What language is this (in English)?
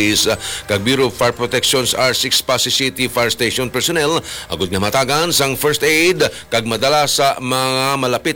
Hiligaynon